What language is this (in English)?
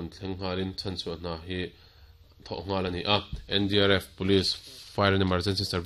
Mizo